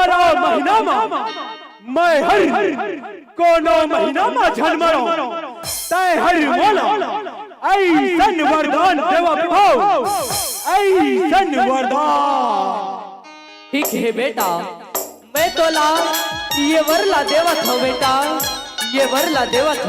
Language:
Chhattisgarhi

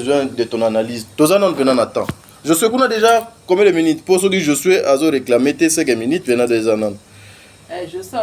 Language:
Lingala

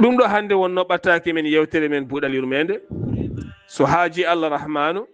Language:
Fula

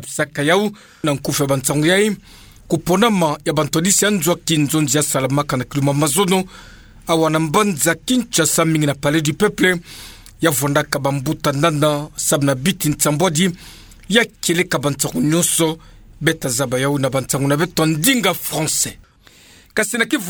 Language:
Kituba (Democratic Republic of Congo)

